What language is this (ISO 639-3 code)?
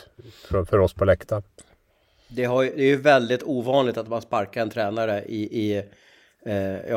swe